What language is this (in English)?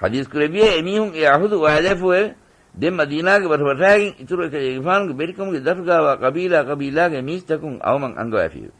Divehi